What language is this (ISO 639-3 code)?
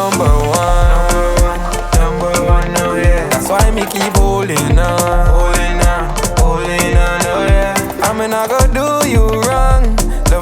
jam